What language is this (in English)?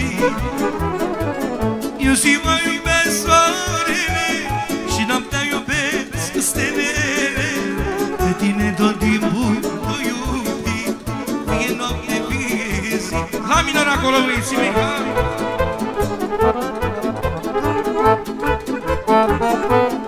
Romanian